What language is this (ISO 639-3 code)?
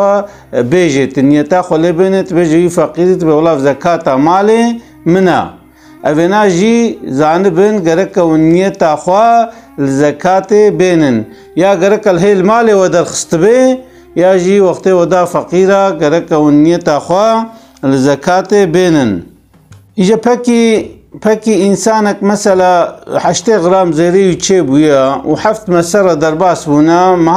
kur